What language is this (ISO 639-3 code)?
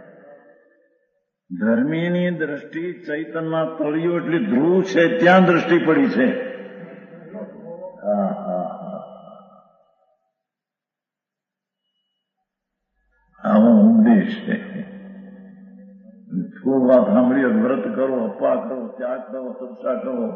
guj